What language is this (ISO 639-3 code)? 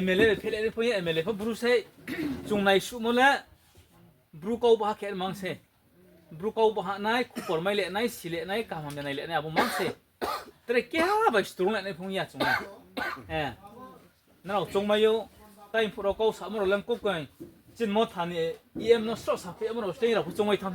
ria